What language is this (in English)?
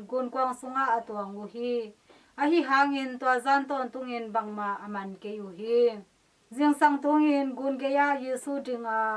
Tedim Chin